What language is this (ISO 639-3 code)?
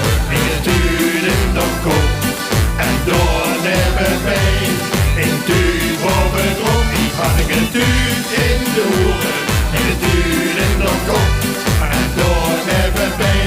lim